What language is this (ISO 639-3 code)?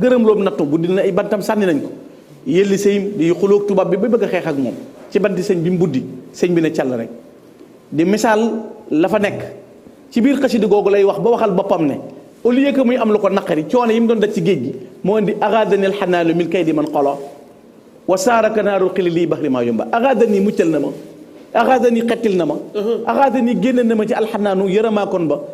wol